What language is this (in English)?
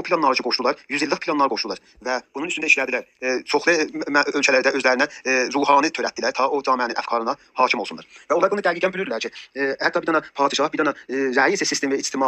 South Azerbaijani